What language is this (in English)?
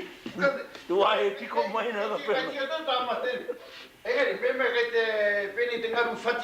Māori